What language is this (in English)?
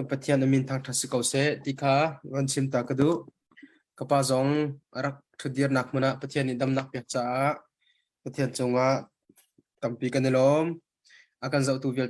Hakha Chin